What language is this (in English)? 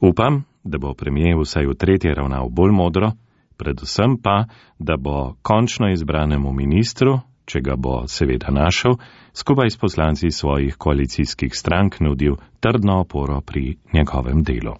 Slovenian